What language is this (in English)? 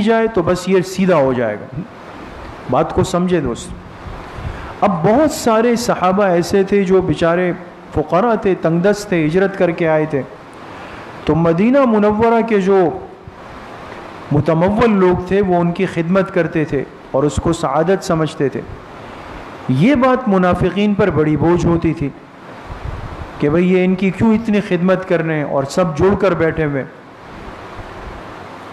Urdu